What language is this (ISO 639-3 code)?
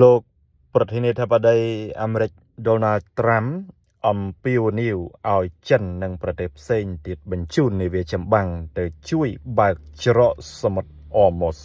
khm